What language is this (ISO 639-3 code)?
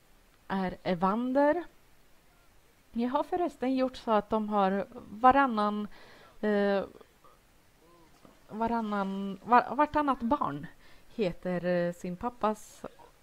swe